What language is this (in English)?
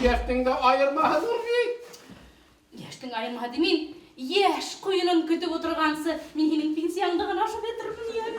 Bashkir